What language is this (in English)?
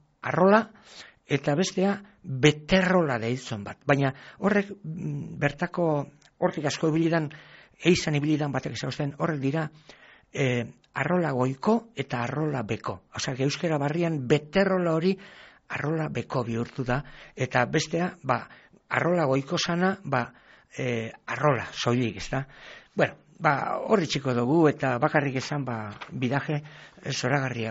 Basque